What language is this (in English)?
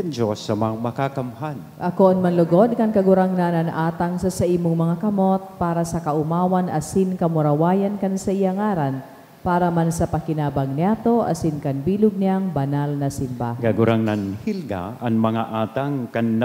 Bikol